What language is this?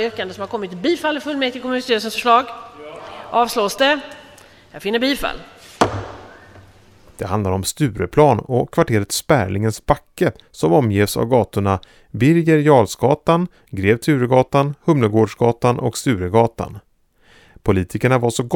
Swedish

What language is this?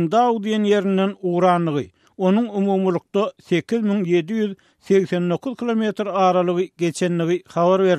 Turkmen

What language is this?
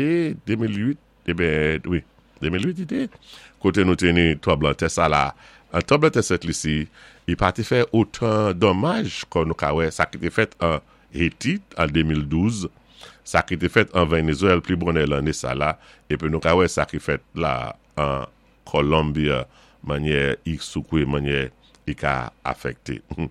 Saint Lucian Creole French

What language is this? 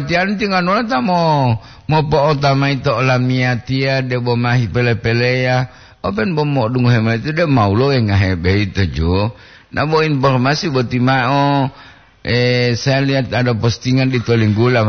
Gorontalo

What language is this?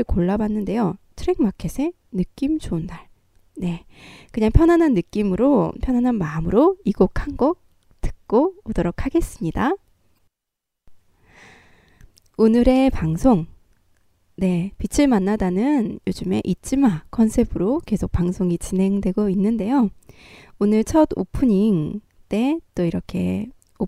Korean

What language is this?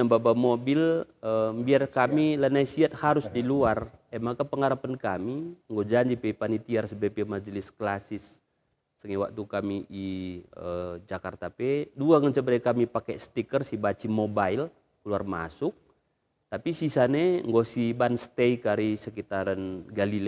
Batak Karo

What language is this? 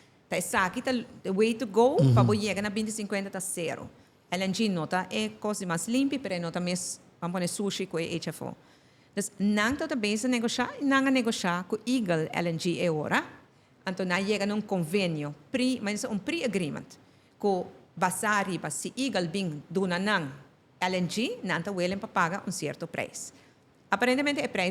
Papiamento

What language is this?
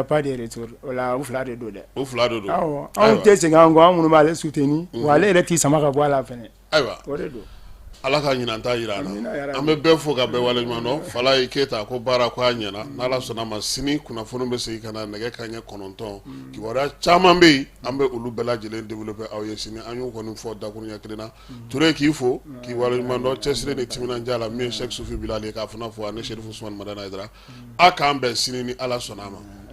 Bambara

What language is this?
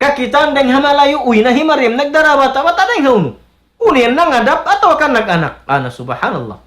Tausug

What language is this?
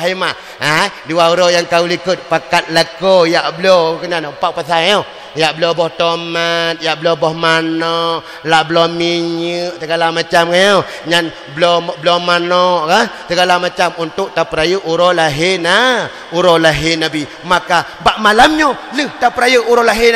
Achinese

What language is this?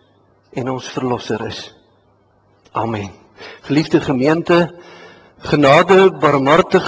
Afrikaans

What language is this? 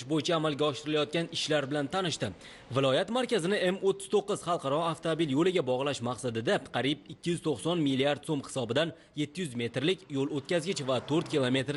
Uzbek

